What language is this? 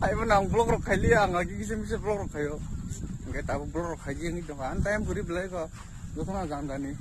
Kok Borok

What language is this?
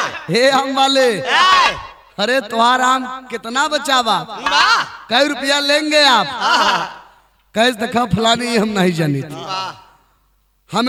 Bhojpuri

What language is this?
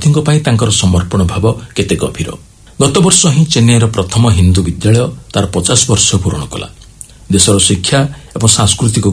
Odia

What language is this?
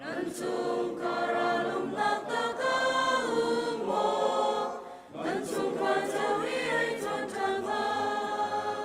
Hakha Chin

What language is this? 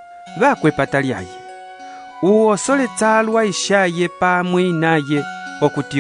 Umbundu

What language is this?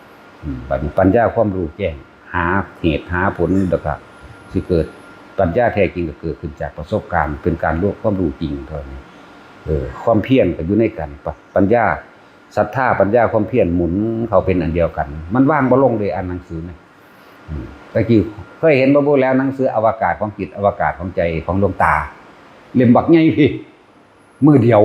Northeastern Thai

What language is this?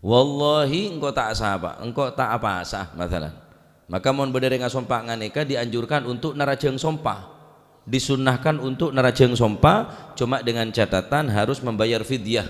Madurese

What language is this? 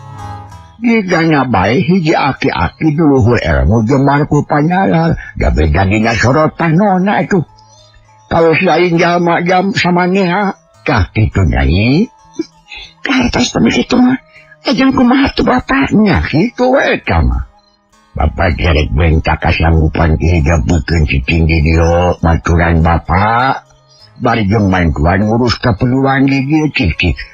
Sundanese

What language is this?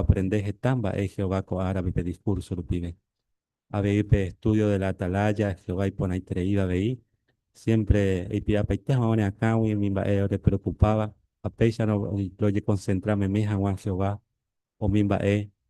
Guarani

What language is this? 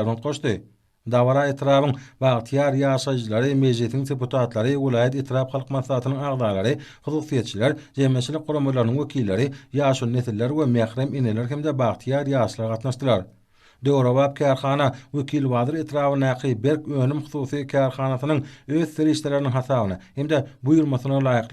Turkmen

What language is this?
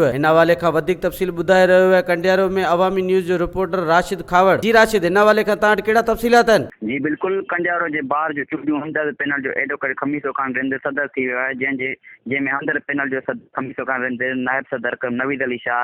Sindhi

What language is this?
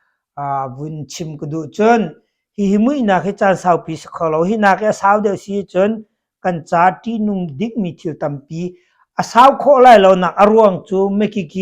Hakha Chin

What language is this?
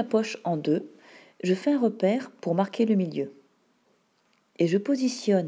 French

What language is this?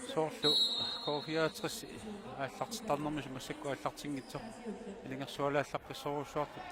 Kalaallisut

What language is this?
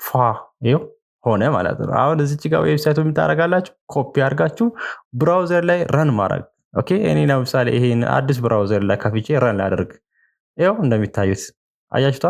Amharic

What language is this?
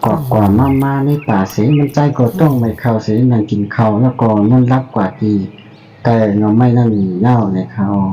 Shan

